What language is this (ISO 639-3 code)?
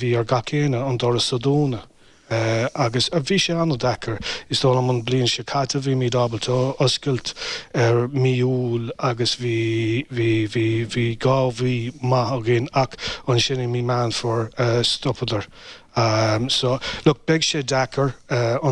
gle